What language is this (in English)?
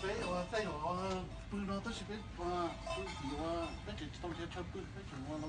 Hmong